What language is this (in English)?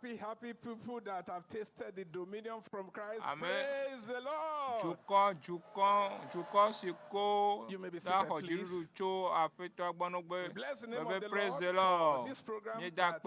Ewe